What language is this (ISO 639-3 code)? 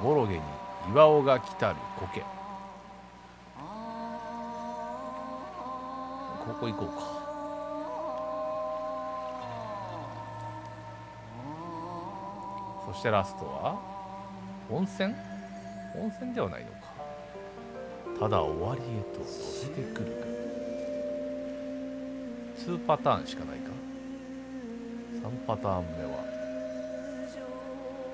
jpn